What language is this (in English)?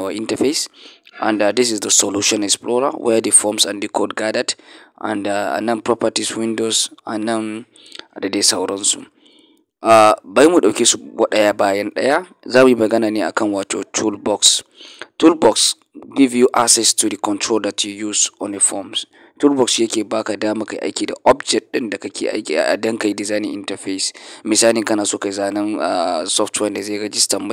Hausa